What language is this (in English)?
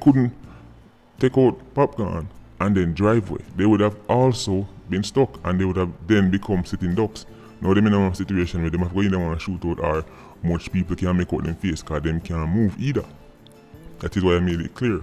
Jamaican Creole English